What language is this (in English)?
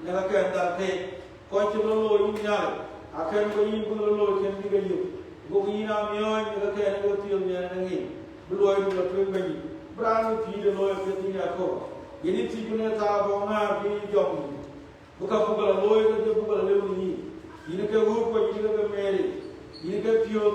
Dinka